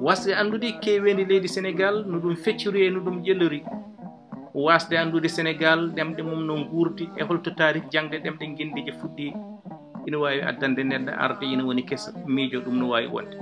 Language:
Fula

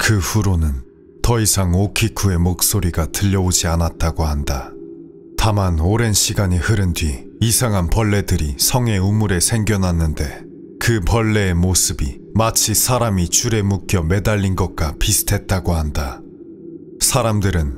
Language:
Korean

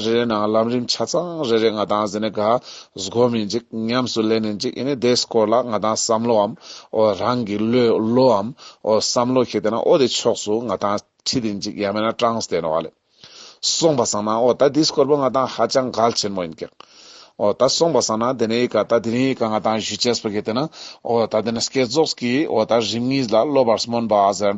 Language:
Ladakhi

